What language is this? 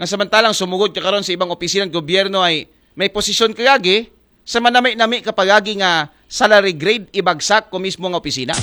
Aklanon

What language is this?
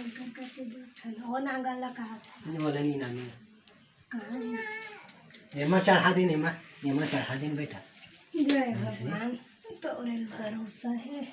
Chhattisgarhi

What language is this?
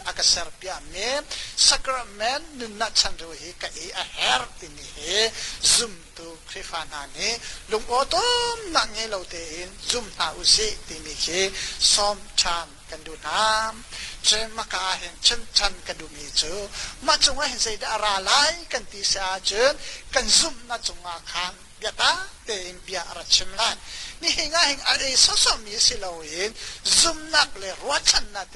Hakha Chin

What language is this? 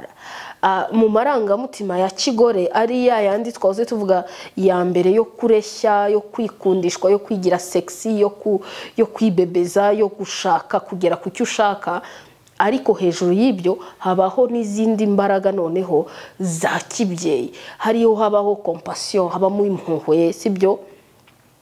Kinyarwanda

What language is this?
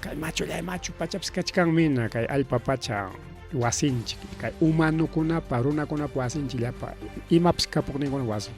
Ayacucho Quechua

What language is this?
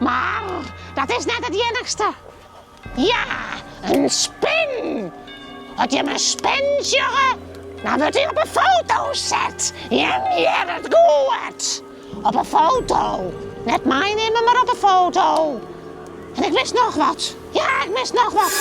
Western Frisian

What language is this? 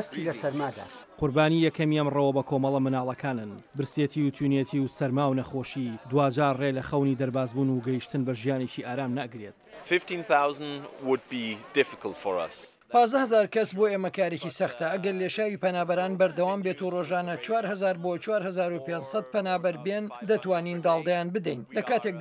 Central Kurdish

